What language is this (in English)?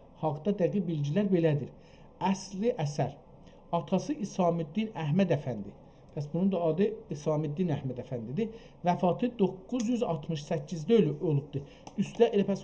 South Azerbaijani